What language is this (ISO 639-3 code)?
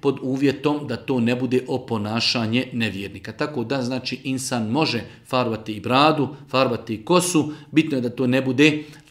bos